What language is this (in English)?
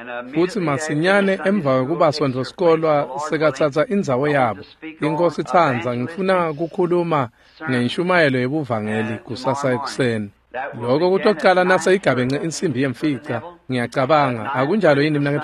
Swati